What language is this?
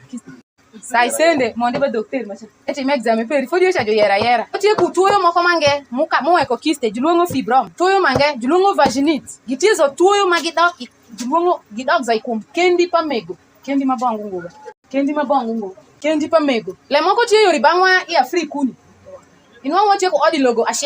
Alur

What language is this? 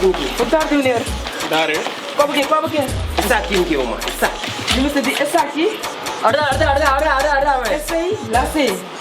Papiamento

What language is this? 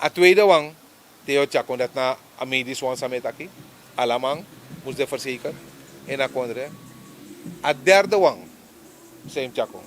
Sranan Tongo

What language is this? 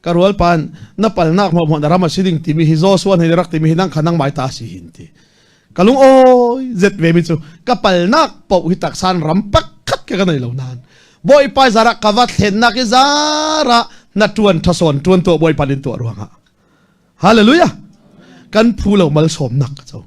Falam Chin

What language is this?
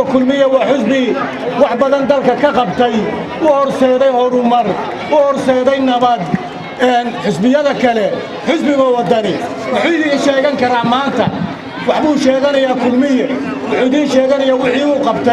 Somali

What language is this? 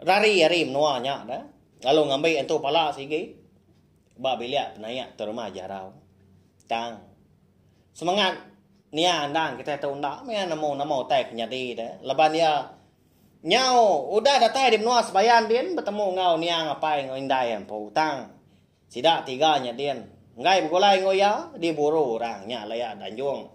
Iban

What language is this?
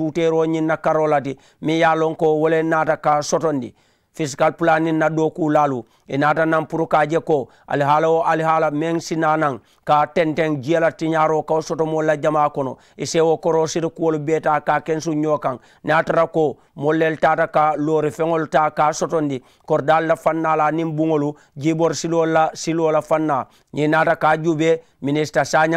Mandingo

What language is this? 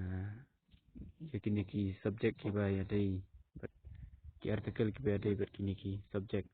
Khasi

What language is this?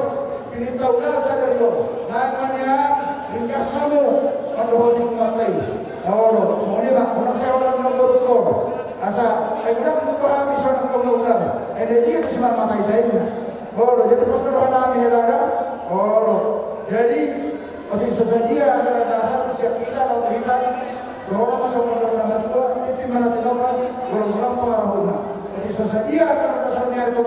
Batak Toba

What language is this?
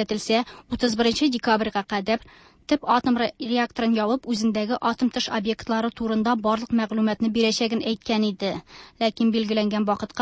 Tatar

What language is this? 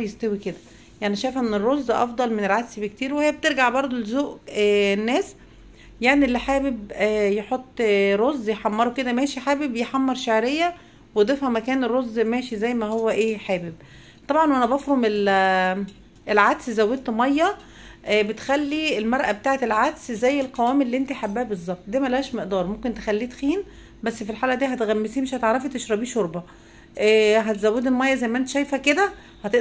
Egyptian Arabic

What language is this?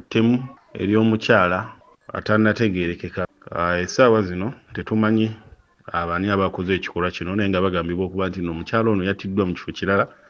Ganda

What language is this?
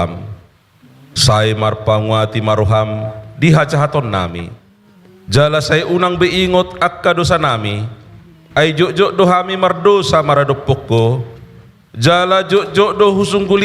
Batak Toba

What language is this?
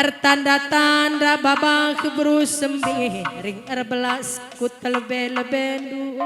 Batak Karo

